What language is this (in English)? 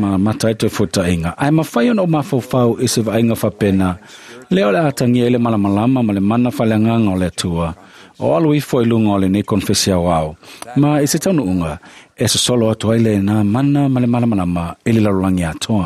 Samoan